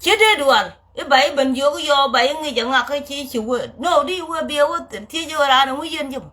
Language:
Nuer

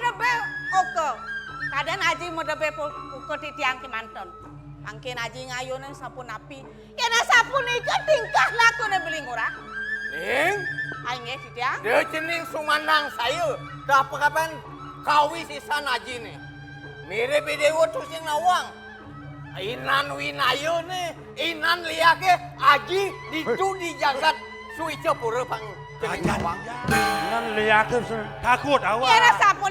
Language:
Balinese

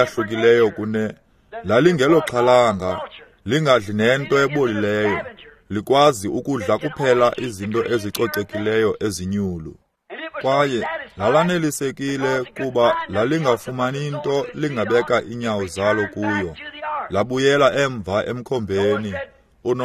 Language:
Xhosa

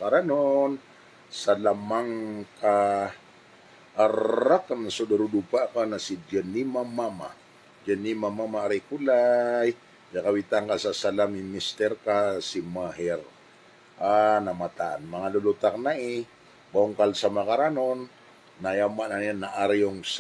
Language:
Maranao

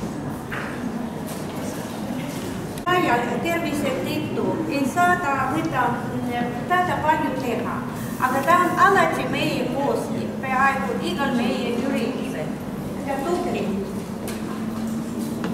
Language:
Estonian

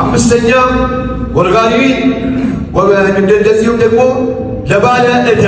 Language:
Amharic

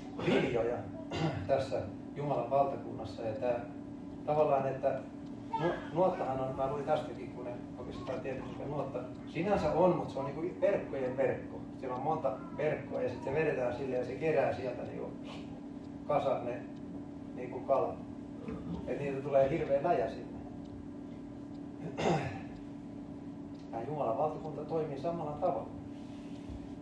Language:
Finnish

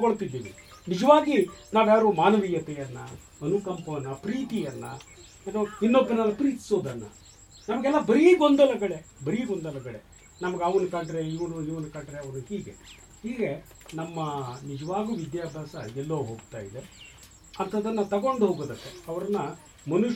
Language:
Kannada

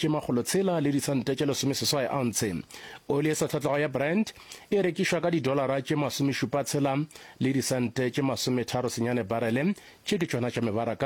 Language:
Northern Sotho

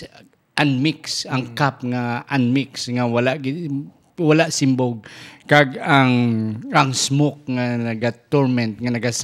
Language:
Hiligaynon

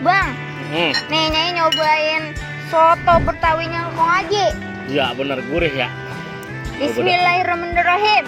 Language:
Betawi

